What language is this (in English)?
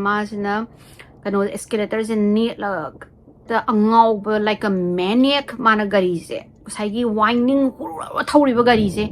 Manipuri